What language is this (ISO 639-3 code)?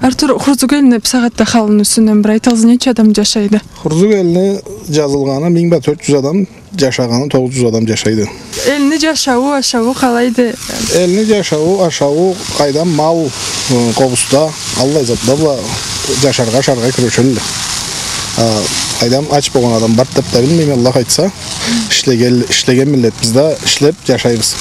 krc